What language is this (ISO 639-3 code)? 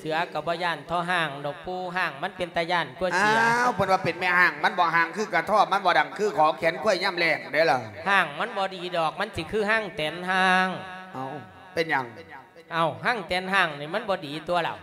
lao